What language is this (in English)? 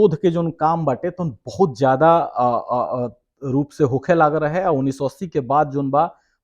Bhojpuri